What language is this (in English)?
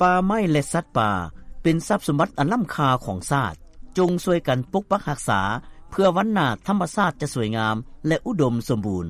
Lao